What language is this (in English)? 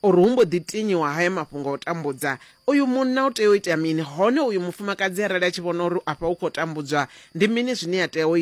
Venda